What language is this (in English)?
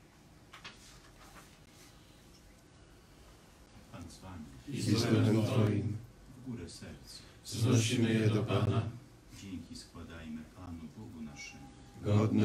Polish